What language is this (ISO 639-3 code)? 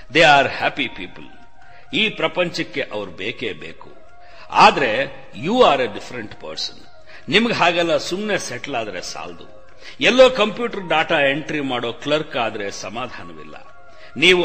kan